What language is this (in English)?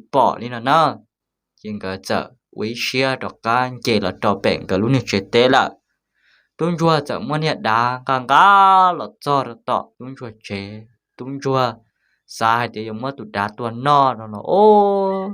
Hmong